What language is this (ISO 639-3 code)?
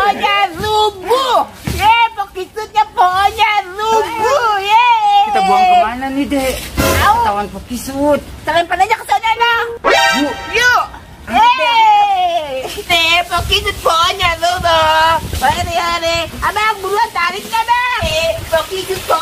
bew